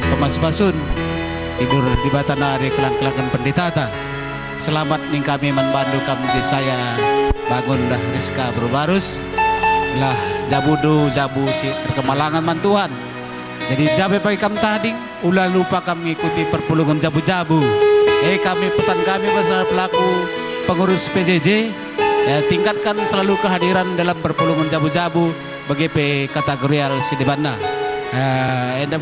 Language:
Batak Karo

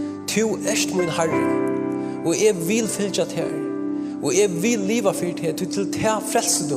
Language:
Faroese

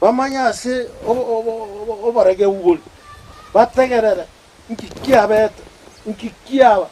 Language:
Gusii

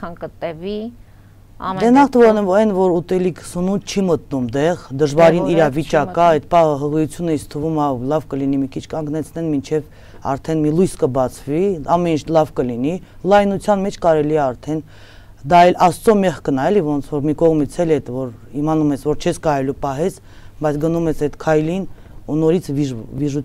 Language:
Armenian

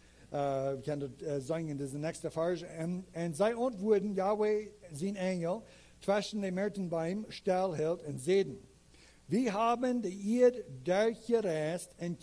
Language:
Plautdietsch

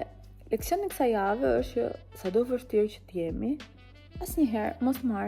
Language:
Albanian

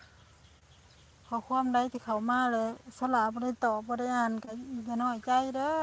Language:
Lao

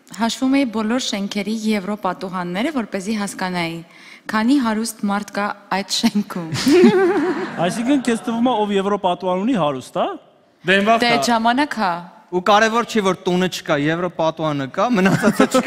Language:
Armenian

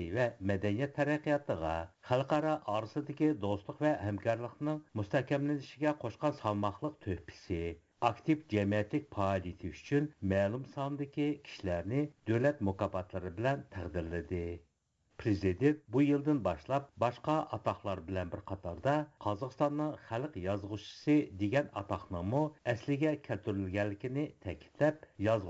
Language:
Uyghur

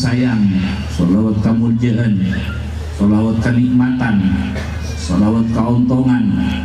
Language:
Madurese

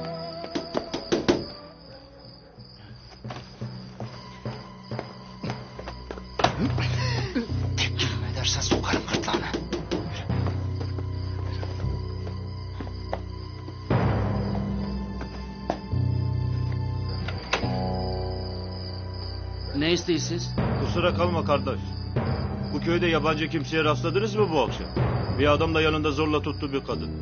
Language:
Turkish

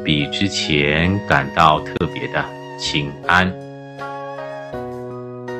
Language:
Chinese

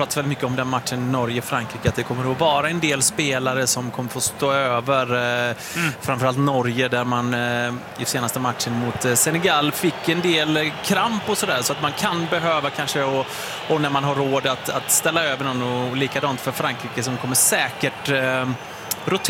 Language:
Swedish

